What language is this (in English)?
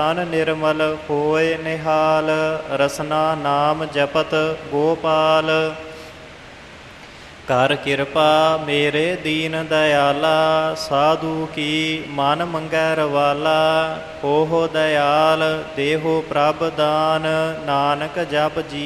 Punjabi